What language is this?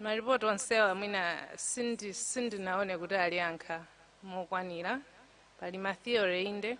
Nyanja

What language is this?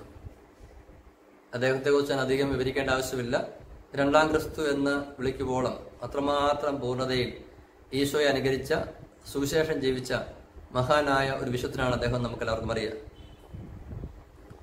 Malayalam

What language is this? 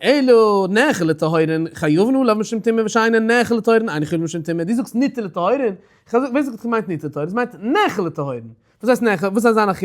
Yiddish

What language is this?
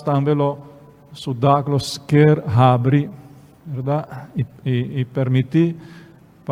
Papiamento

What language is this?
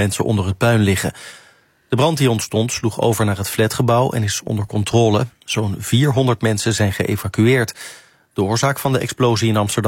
Dutch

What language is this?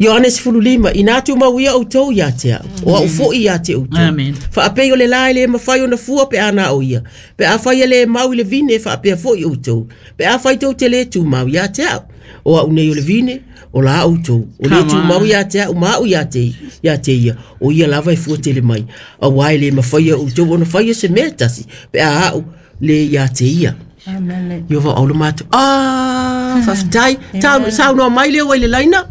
Samoan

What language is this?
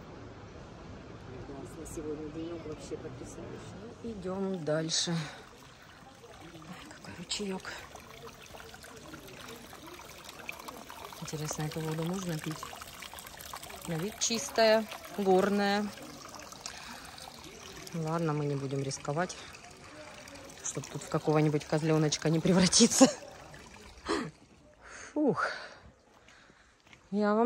Russian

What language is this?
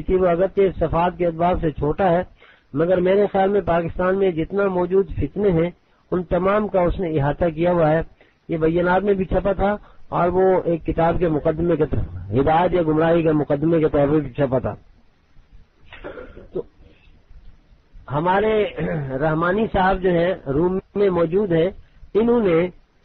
Urdu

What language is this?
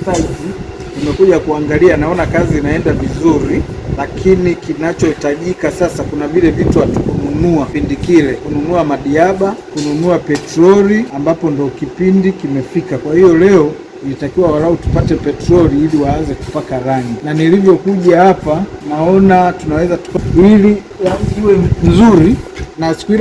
Swahili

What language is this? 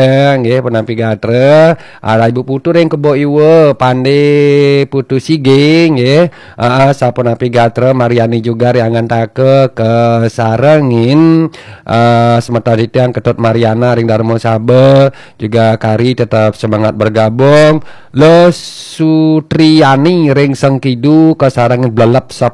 Balinese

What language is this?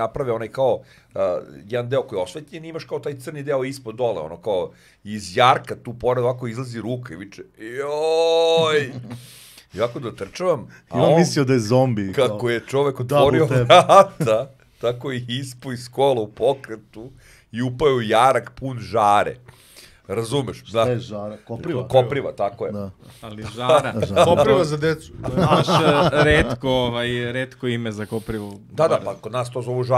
Serbian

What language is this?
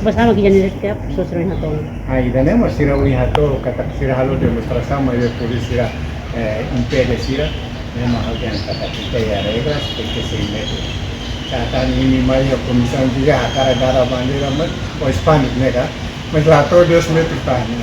Tetum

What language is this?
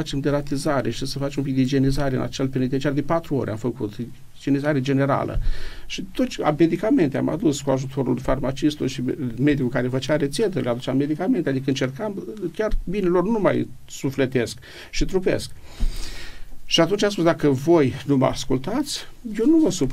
Romanian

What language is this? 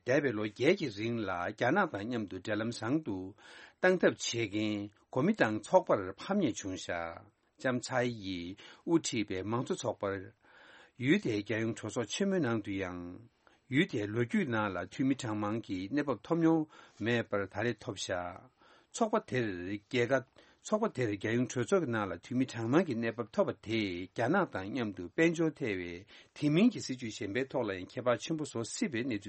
Tibetan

